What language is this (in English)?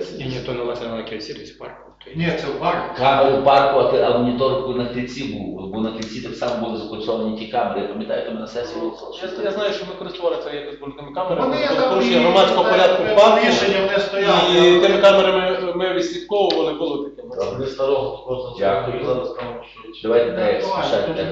Ukrainian